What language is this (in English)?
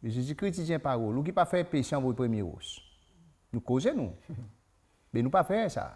Seselwa Creole French